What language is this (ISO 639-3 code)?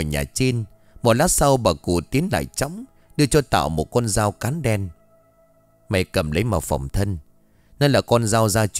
vie